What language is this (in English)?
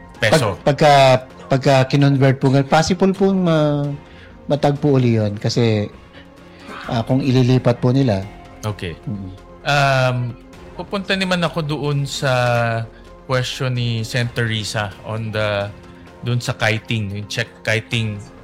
Filipino